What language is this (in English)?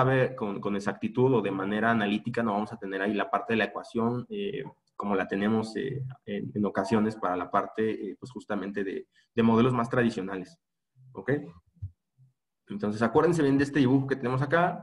Spanish